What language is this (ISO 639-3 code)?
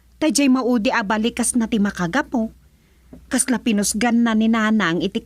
ilo